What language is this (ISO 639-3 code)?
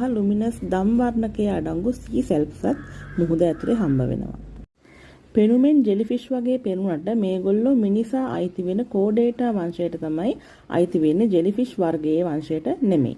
sin